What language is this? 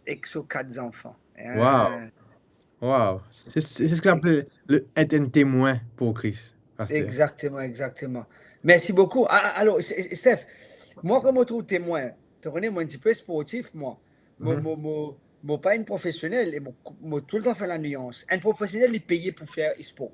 Morisyen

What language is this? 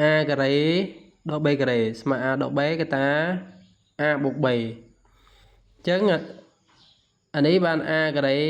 Khmer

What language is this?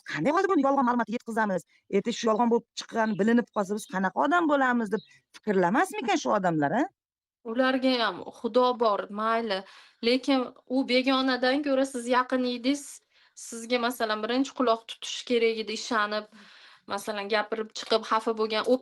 Uzbek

